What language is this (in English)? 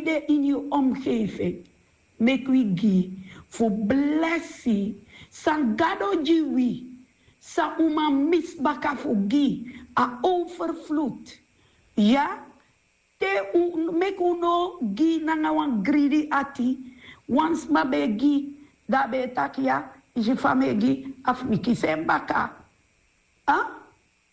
Sranan Tongo